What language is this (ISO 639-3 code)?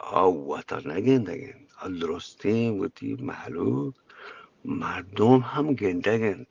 bgp